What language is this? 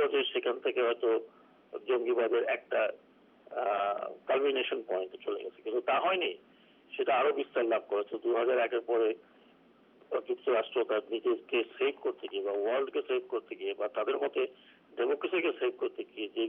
Bangla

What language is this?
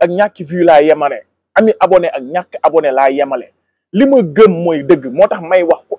Wolof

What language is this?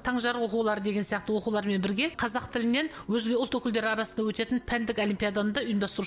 Kazakh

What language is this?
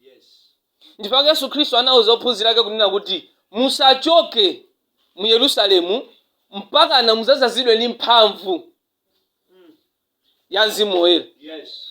Nyanja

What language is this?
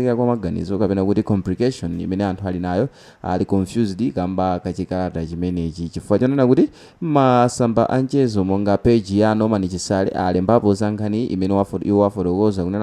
Nyanja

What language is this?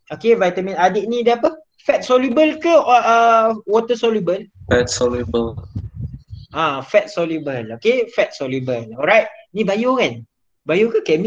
Malay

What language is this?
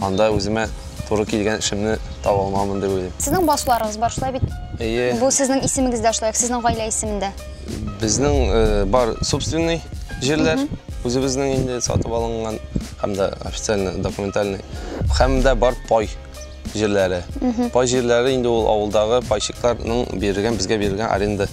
Tatar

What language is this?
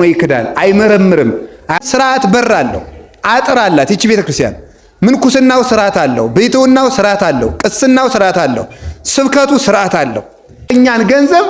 Amharic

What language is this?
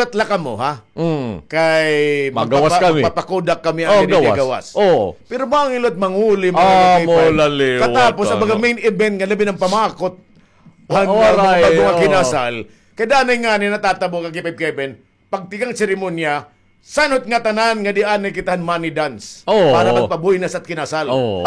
Waray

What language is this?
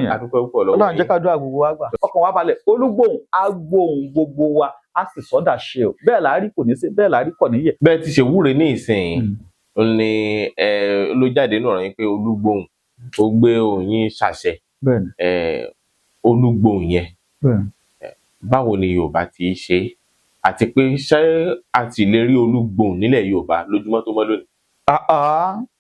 Yoruba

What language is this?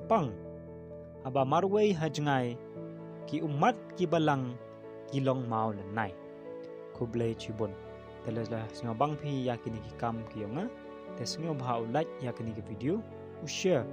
Khasi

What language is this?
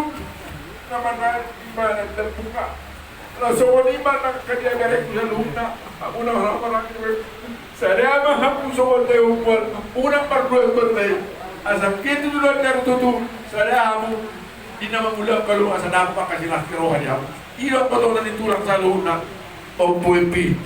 Batak Toba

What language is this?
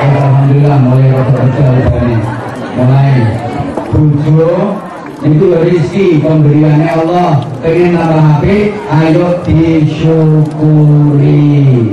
Javanese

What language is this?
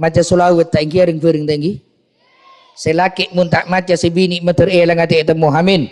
Madurese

